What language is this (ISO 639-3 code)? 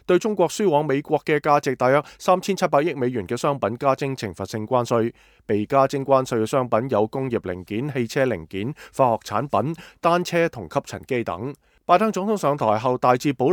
yue